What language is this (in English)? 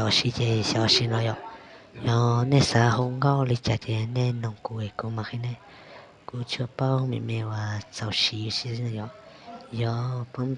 Hmong